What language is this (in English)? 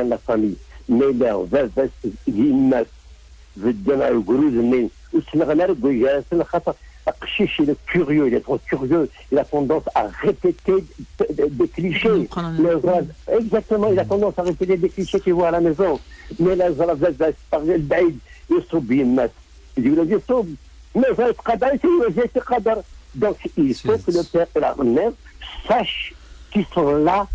Kabyle